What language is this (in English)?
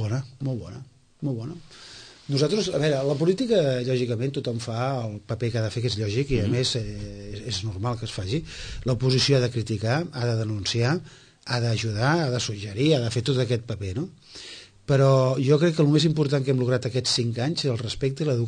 Catalan